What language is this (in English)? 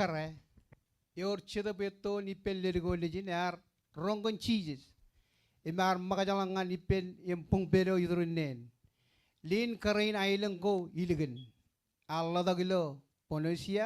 Marshallese